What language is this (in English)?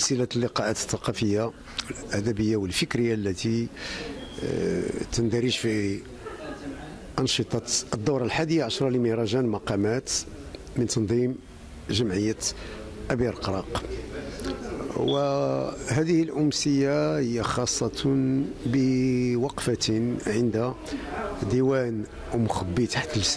Moroccan Arabic